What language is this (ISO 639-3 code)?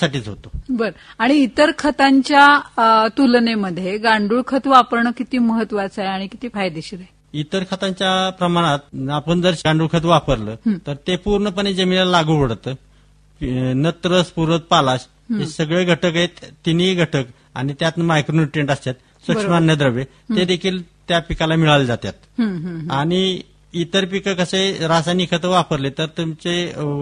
mar